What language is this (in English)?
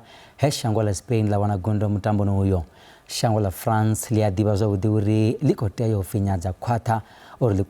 Venda